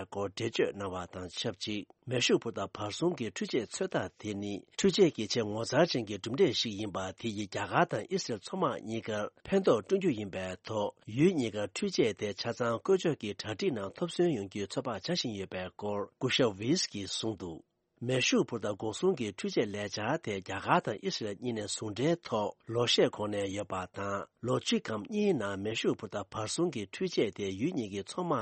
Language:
Tibetan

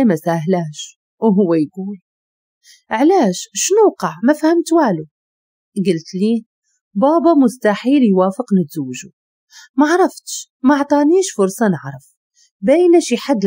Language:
Moroccan Arabic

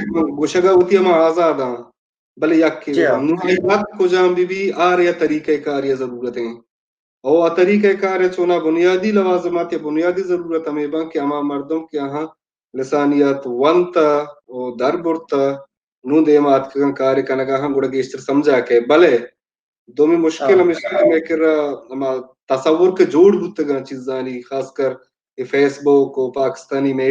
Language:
Baluchi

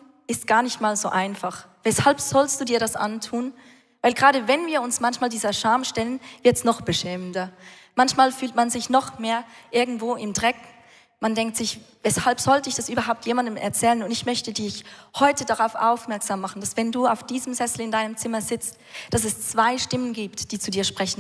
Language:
Swiss German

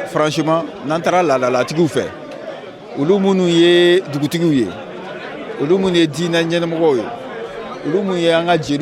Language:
Bambara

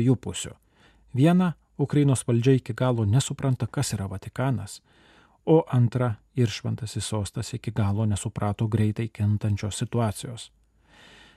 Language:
Lithuanian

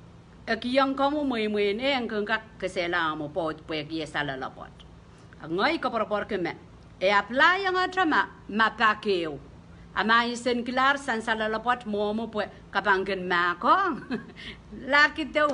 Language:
Pohnpeian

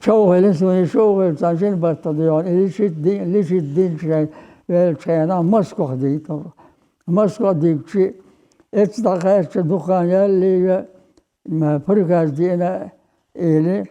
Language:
Chechen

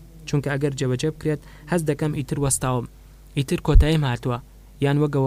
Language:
Central Kurdish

